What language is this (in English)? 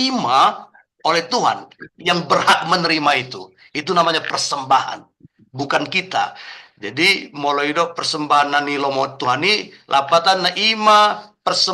Batak Toba